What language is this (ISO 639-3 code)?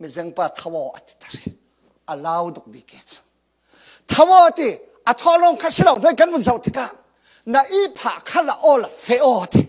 cfm